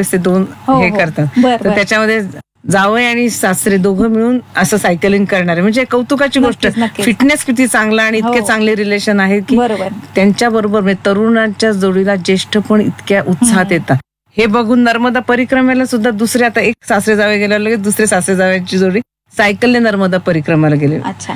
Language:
Marathi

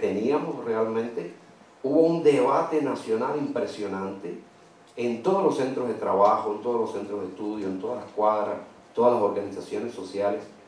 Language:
Spanish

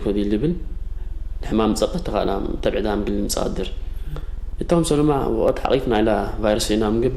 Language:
Tigre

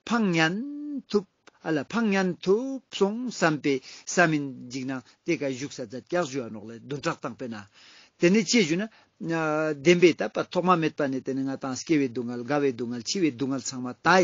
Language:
Ladakhi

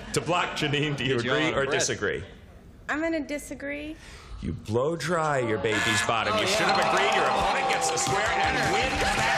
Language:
English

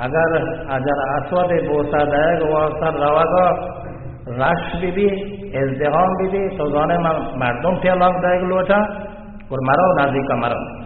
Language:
Baluchi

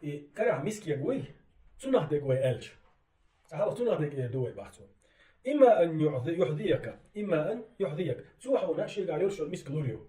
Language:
Chechen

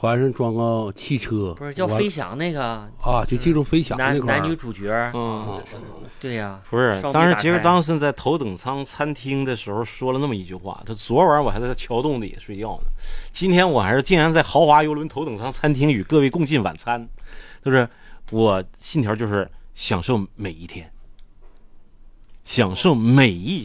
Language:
Chinese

